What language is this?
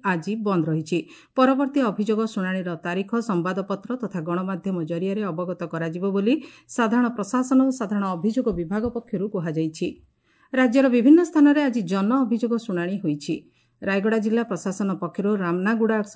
Odia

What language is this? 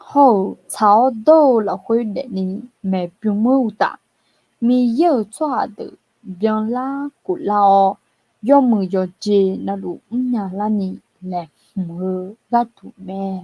Akha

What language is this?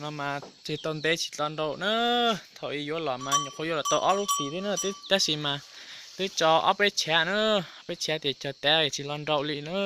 Hmong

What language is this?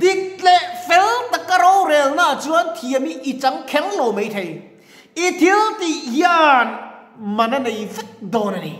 Mizo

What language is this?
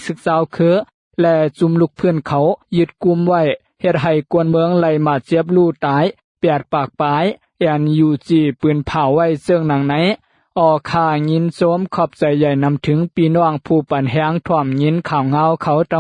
Lao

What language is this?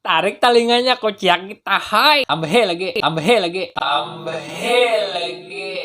Banjar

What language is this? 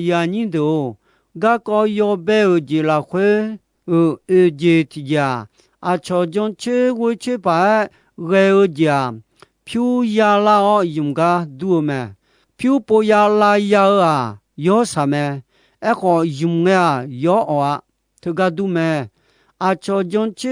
Akha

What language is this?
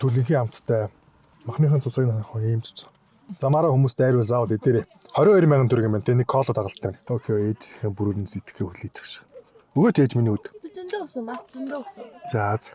Mongolian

